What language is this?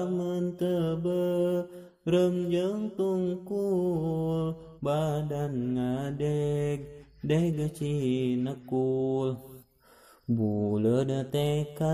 Sundanese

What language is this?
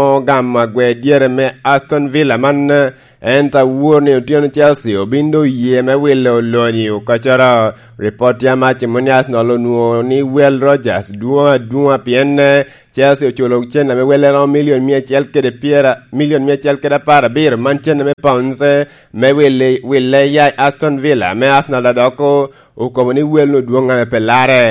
Lango (Uganda)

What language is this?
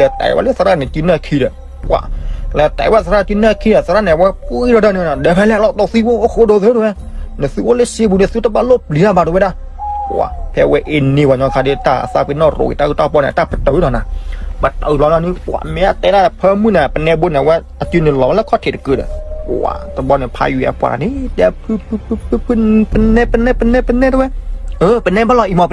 S'gaw Karen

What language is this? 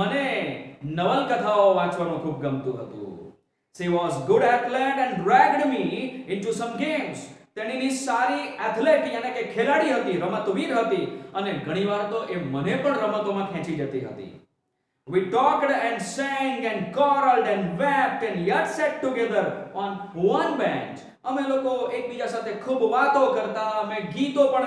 Gujarati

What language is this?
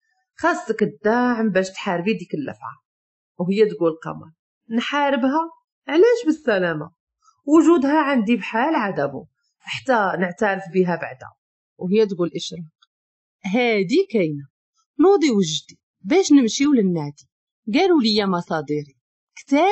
Moroccan Arabic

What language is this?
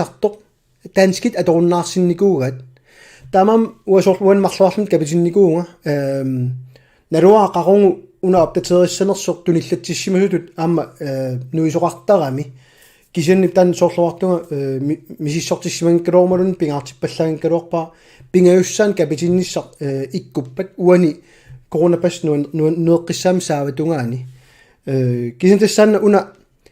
Kalaallisut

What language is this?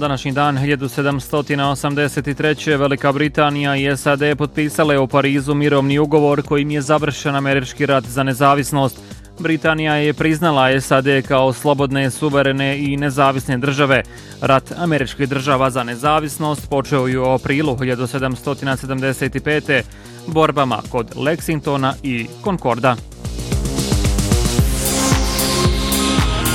Bosnian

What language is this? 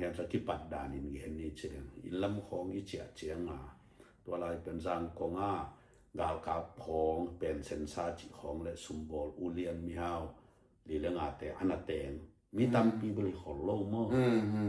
Tedim Chin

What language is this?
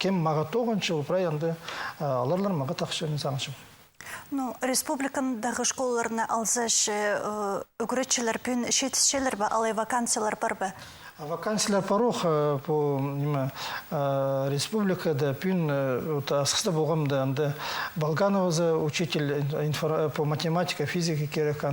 Khakas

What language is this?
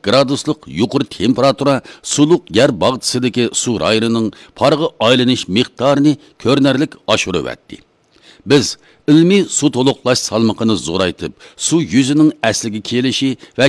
Uyghur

